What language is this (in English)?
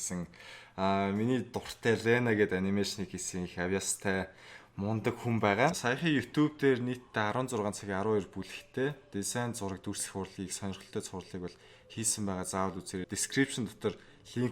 Mongolian